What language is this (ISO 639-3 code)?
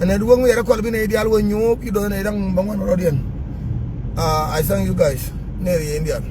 nus